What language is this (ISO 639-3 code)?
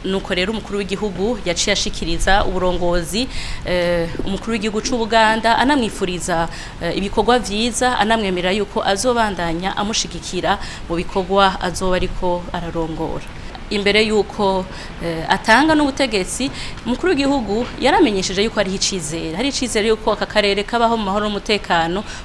run